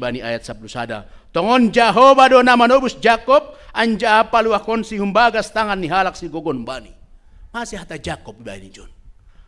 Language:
Batak Simalungun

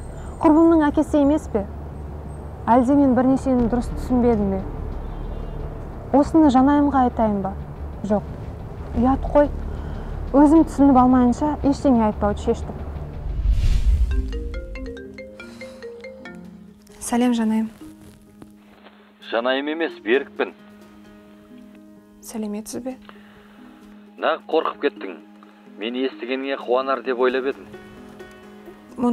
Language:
Kazakh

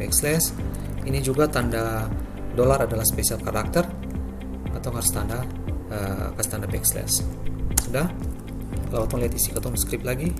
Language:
Ambonese Malay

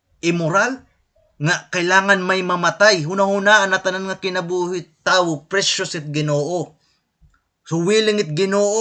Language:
Waray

